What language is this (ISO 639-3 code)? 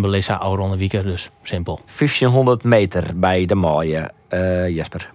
fry